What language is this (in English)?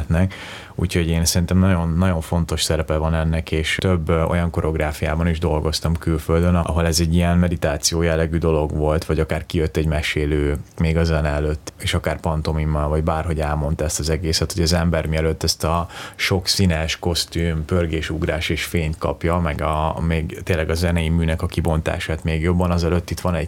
Hungarian